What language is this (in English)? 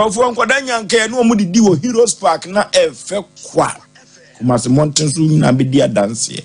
Akan